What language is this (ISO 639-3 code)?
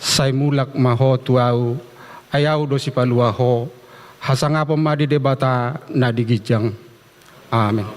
bbc